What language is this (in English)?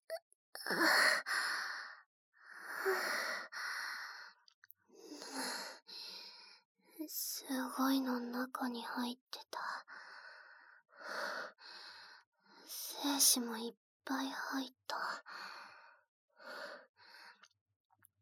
Japanese